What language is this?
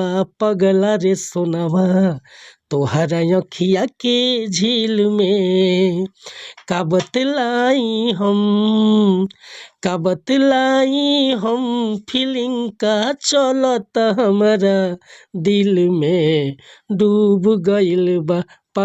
Bhojpuri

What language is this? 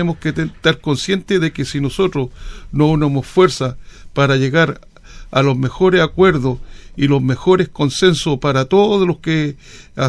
Spanish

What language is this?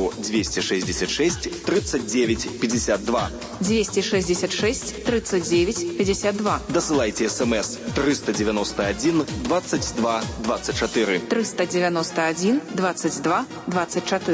Belarusian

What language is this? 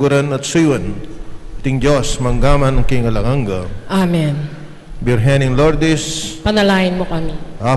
Pampanga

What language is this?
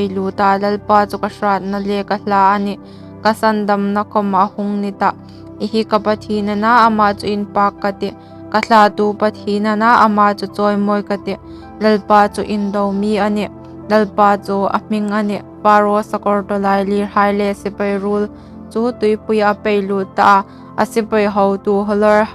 Hmar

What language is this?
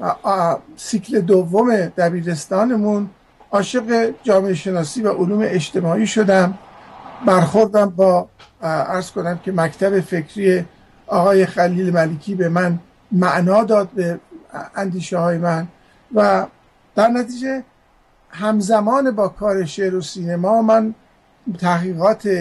Persian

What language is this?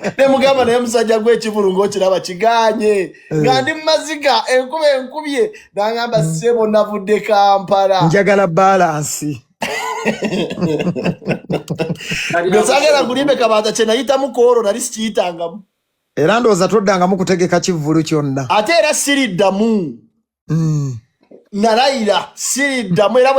Ganda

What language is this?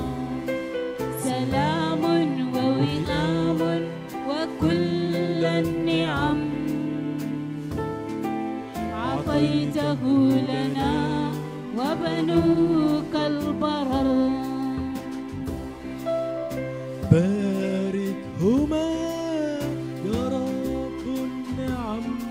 Arabic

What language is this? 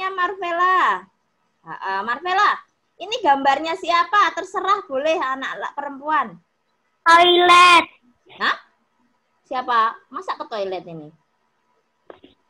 Indonesian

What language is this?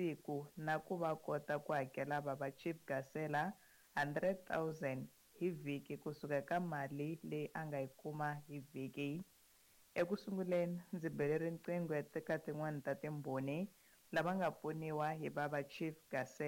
Tsonga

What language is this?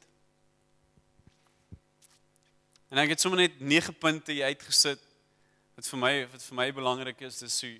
Afrikaans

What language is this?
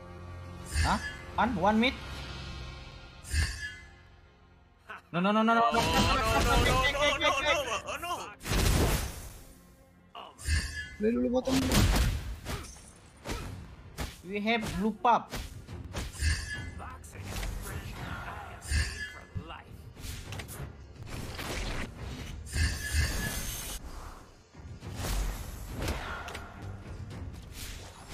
Malay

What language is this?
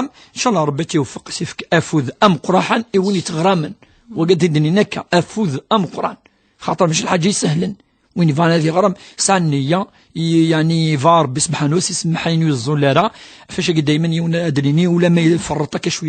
Kabyle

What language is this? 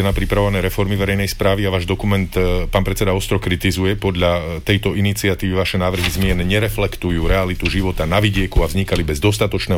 Slovak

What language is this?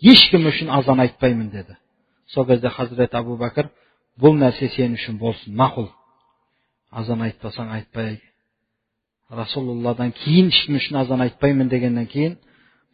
Kazakh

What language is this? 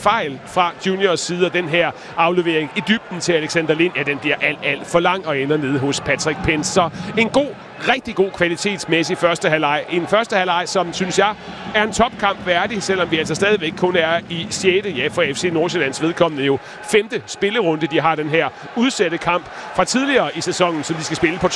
Danish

